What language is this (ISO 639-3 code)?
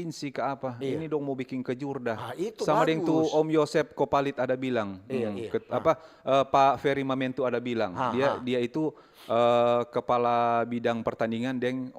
xmm